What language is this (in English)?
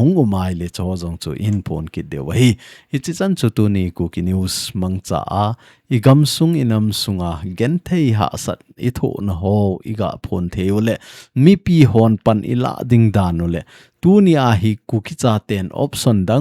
Thado Chin